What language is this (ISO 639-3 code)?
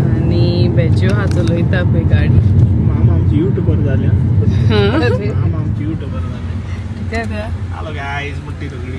kok